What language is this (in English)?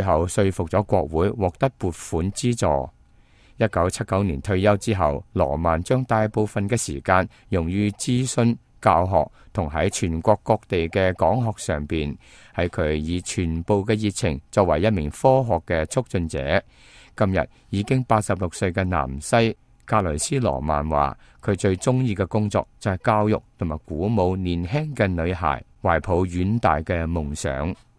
Cantonese